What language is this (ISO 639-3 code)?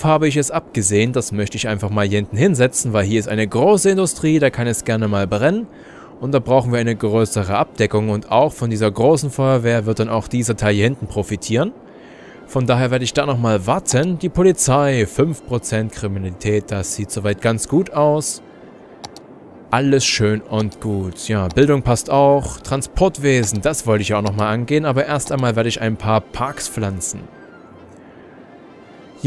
deu